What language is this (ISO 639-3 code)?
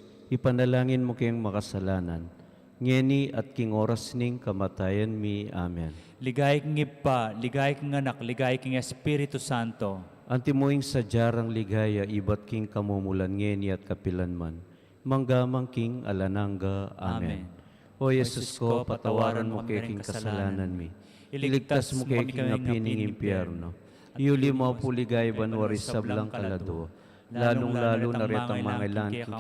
pam